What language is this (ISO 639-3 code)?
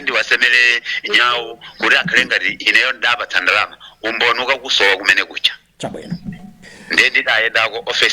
nya